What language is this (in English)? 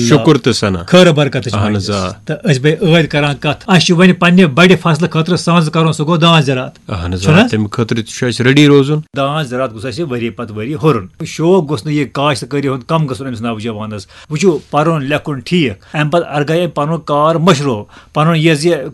Kashmiri